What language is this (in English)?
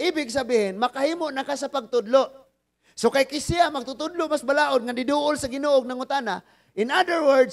Cebuano